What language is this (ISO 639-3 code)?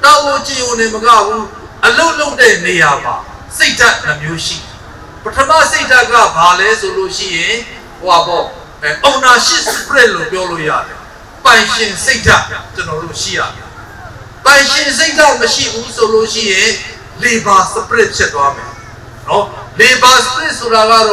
mya